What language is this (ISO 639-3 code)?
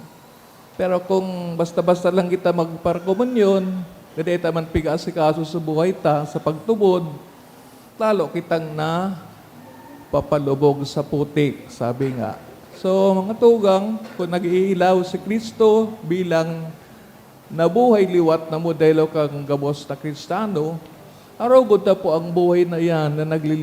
bik